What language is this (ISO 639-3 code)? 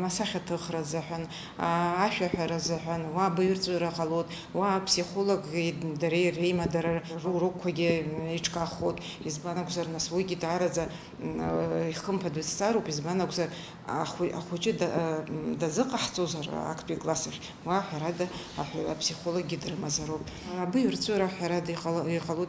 abk